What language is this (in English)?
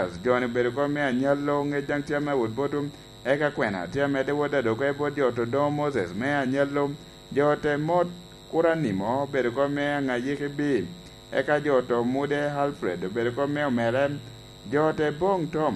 Lango (Uganda)